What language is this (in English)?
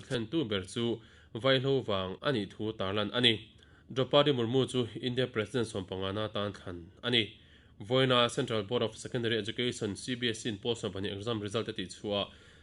Mizo